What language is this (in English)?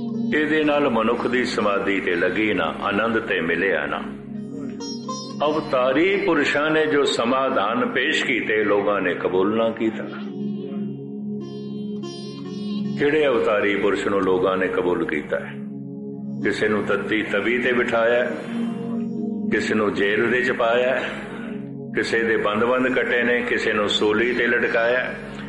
Punjabi